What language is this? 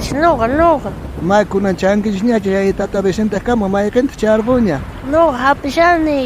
South Bolivian Quechua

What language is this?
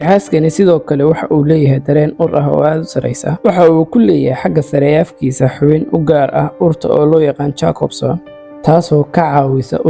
Somali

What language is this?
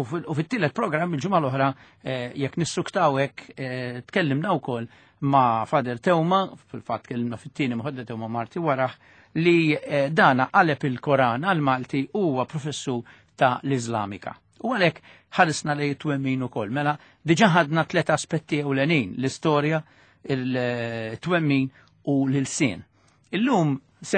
Maltese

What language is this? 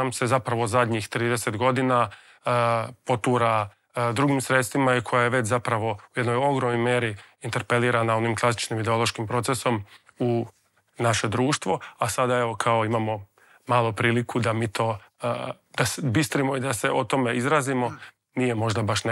Croatian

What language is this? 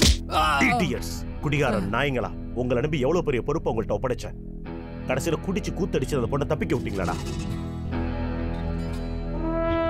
Tamil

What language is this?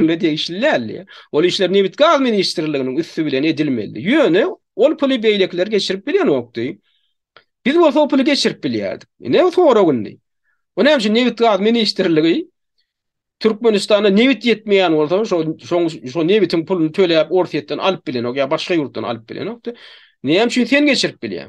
Turkmen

